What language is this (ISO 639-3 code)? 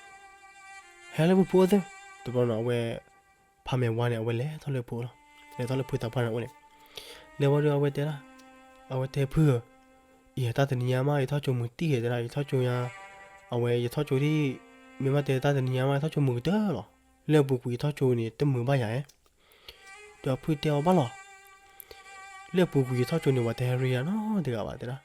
ksw